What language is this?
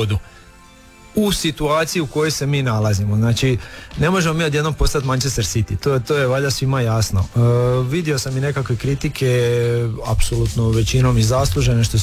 Croatian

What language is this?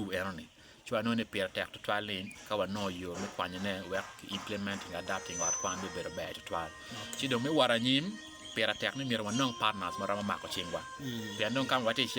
Acoli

